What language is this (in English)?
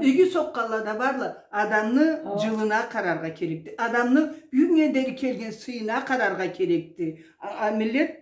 Karachay-Balkar